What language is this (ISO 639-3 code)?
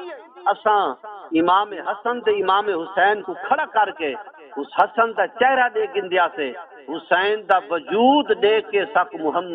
skr